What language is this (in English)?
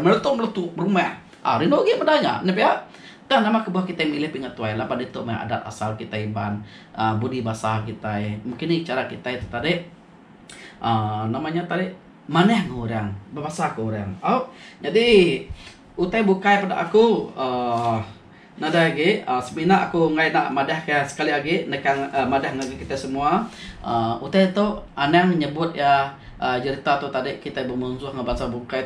Iban